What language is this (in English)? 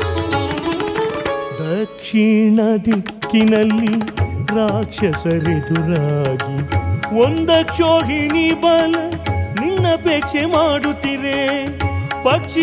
Kannada